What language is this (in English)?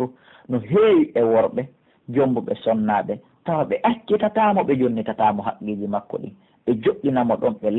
Pular